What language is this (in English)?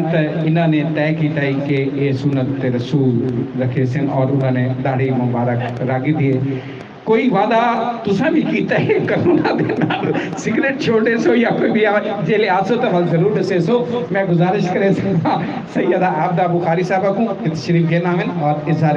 Saraiki